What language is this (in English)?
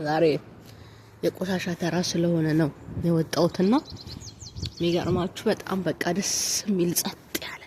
Amharic